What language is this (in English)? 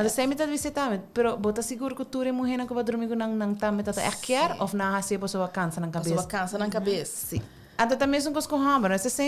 Papiamento